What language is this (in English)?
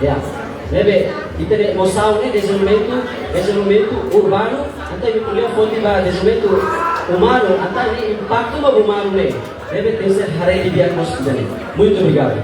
Tetum